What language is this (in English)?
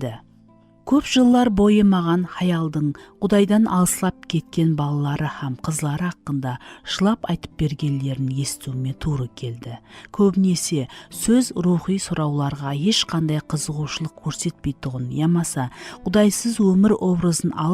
Kara-Kalpak